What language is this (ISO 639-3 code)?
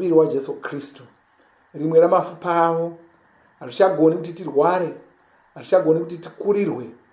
sna